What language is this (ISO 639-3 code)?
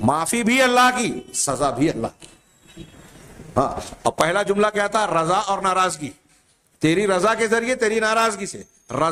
urd